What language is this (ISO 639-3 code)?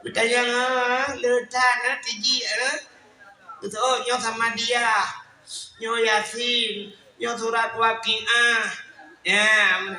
ace